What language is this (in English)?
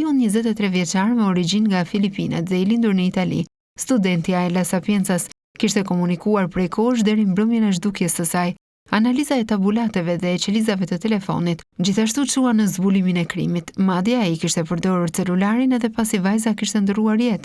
Albanian